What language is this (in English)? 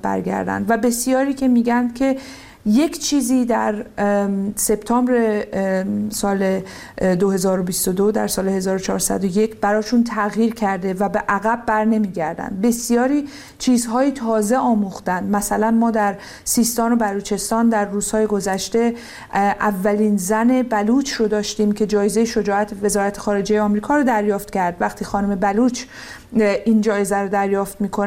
Persian